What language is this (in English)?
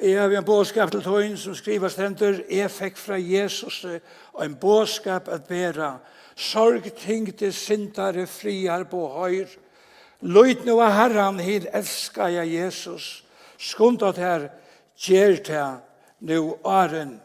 Faroese